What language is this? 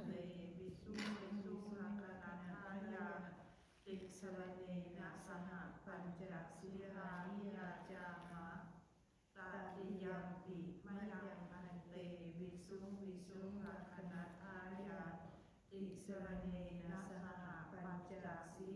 Pali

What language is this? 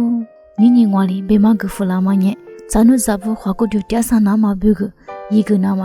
Lisu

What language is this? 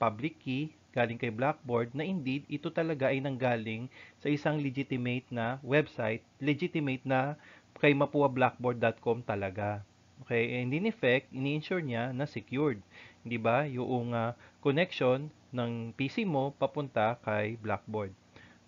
Filipino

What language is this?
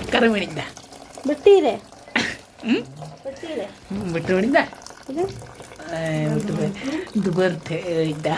Santali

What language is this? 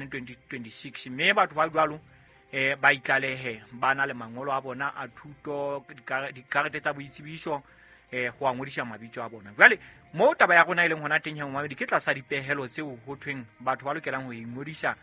Southern Sotho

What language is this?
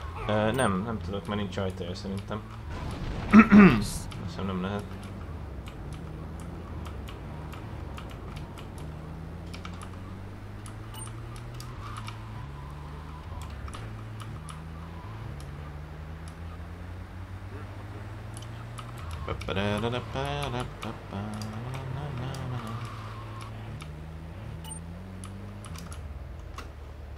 Hungarian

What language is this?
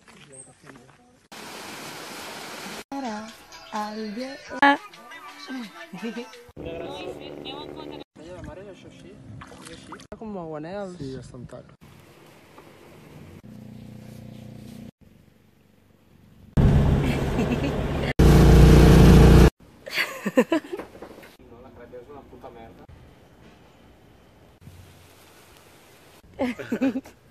Catalan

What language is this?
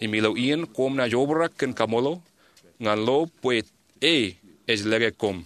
Marshallese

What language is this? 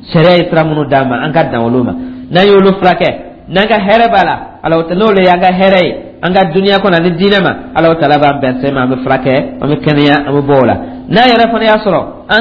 Dyula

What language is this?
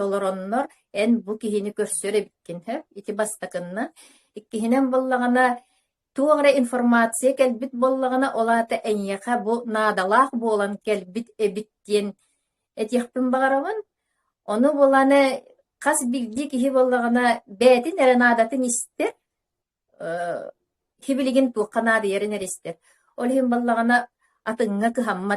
Yakut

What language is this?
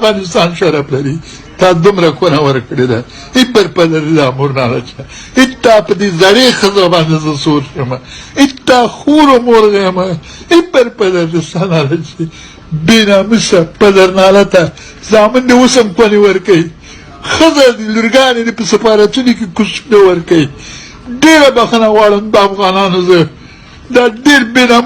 Pashto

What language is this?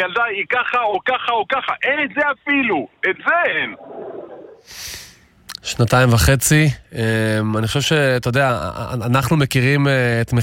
Hebrew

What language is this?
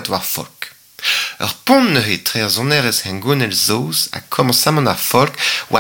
Breton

